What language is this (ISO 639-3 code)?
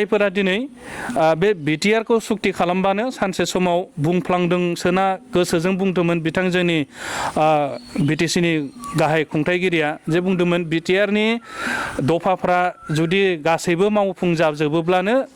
brx